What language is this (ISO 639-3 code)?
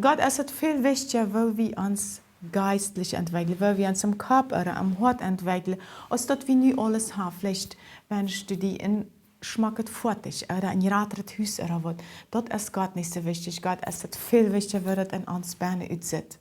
pdt